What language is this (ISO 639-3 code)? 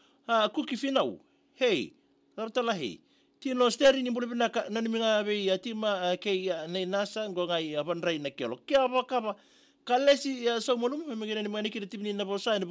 fij